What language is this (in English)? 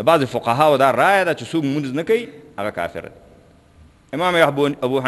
Pashto